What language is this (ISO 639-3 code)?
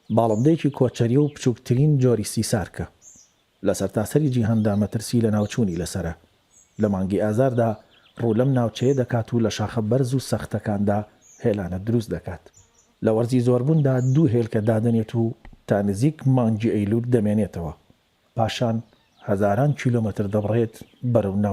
ckb